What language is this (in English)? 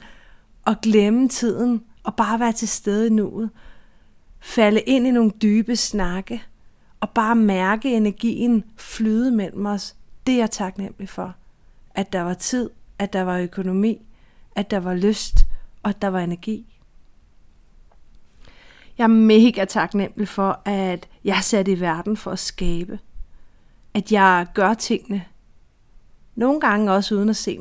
Danish